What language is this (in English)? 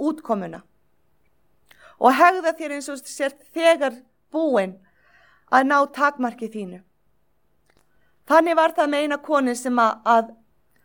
Icelandic